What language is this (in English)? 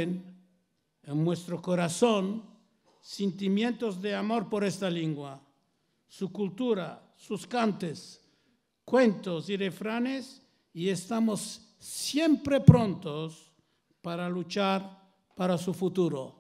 Ladino